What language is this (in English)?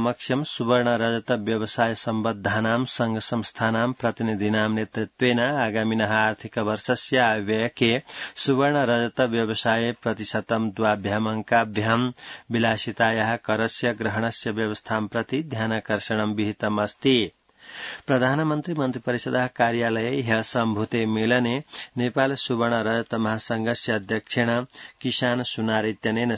Sanskrit